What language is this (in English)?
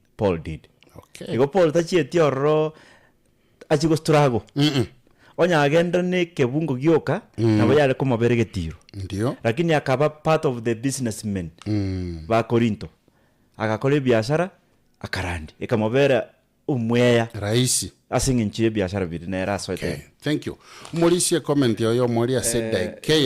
Gusii